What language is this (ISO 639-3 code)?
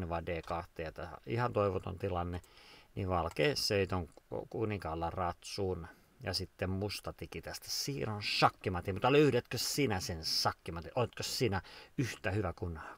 fin